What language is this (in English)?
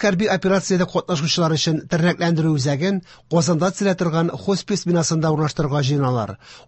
Tatar